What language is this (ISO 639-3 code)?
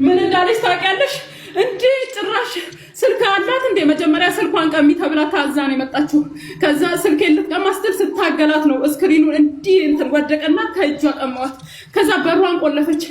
amh